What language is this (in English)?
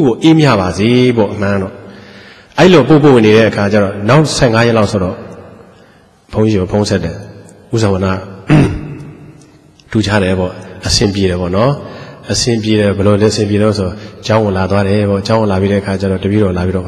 Burmese